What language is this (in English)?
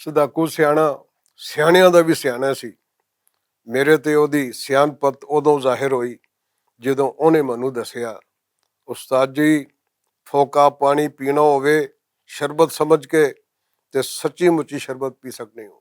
Western Panjabi